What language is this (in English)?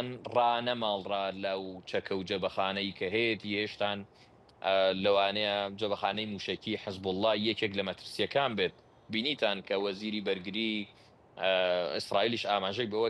Central Kurdish